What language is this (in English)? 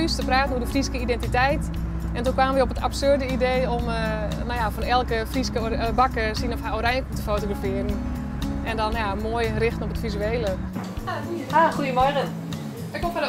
Western Frisian